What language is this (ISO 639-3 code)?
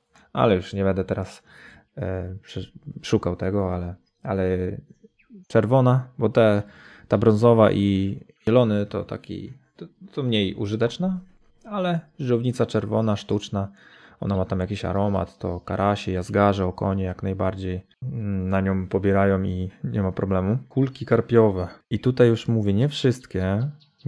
pol